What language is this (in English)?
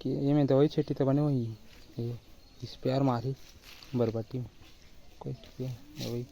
Chhattisgarhi